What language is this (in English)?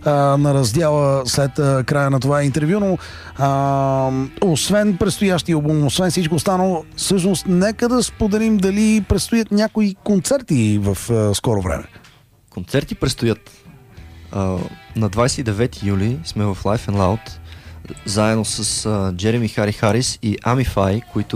Bulgarian